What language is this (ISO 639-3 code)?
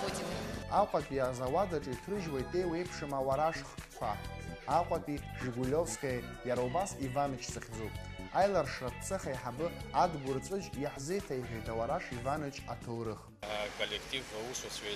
abk